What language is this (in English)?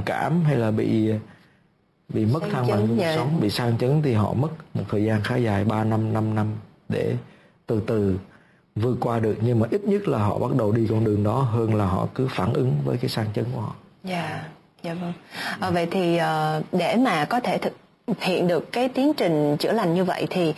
Vietnamese